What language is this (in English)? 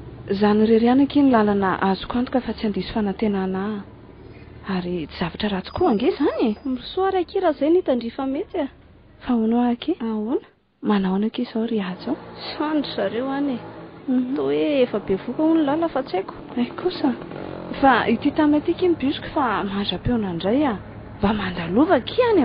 Malagasy